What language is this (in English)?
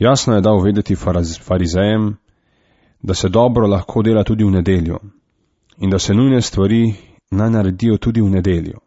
Slovenian